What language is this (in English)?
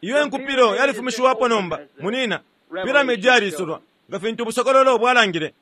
Bemba